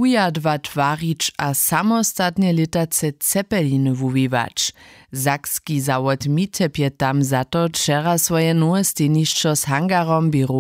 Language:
Upper Sorbian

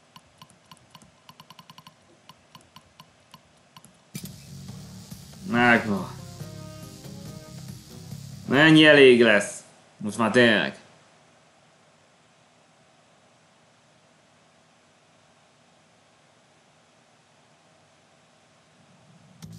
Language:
Hungarian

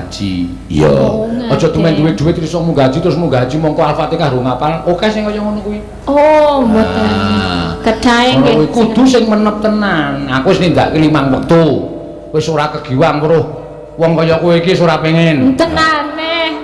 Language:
Javanese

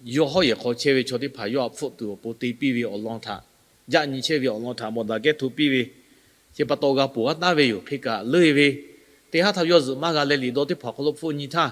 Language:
Lahu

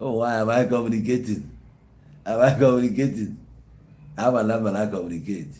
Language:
Igbo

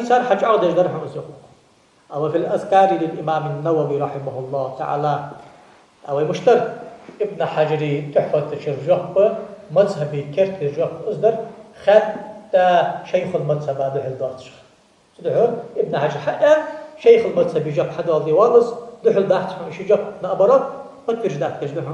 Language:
Ingush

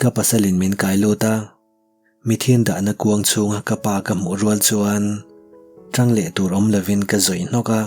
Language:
Mizo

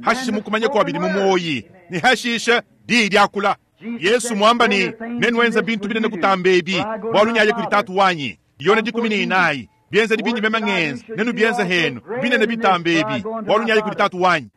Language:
Luba-Lulua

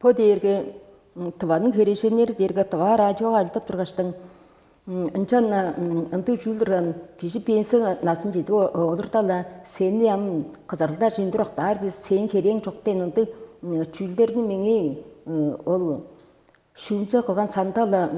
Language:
Tuvinian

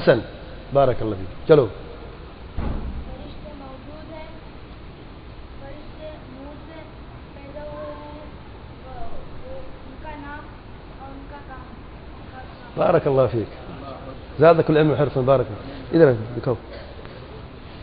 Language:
Urdu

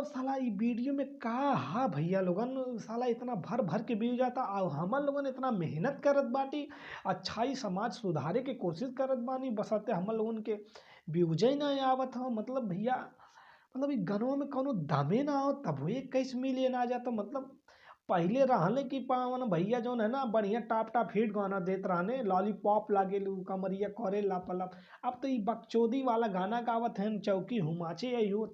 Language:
Bhojpuri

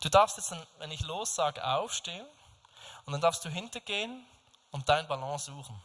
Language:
Swiss German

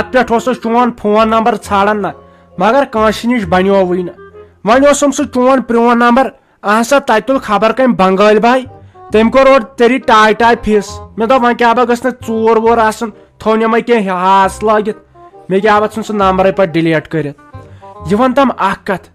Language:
Kashmiri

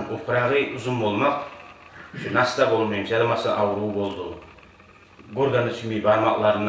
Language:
Kumyk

